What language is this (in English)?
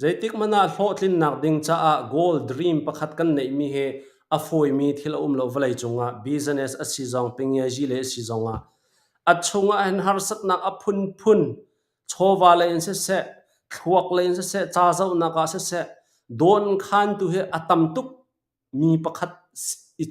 Hakha Chin